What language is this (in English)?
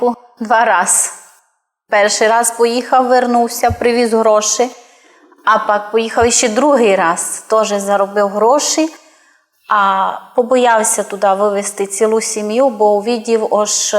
Rusyn